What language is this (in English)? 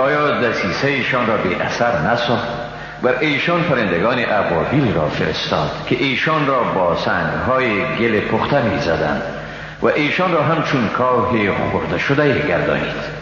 Persian